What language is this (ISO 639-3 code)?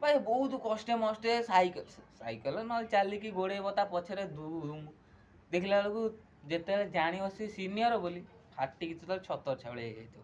ori